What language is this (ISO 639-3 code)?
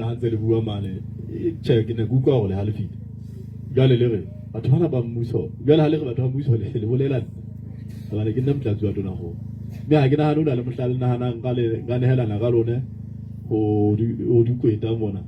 sot